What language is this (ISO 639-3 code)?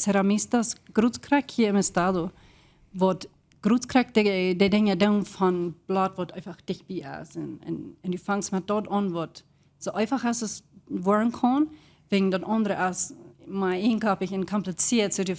pdt